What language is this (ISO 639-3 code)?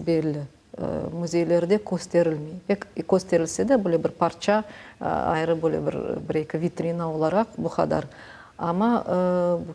crh